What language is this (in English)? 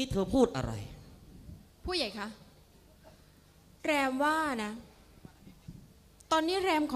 Thai